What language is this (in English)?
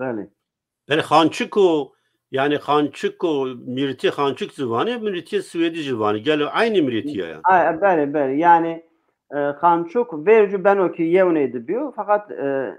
Zaza